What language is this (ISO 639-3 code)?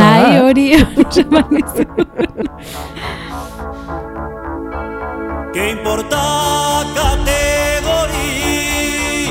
eus